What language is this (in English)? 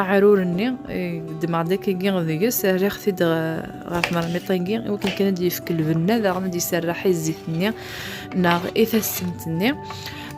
Kabyle